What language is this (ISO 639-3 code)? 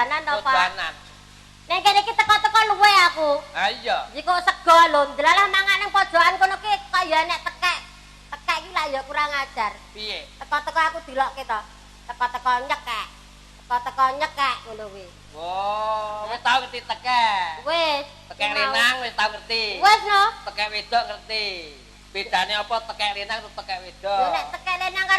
jav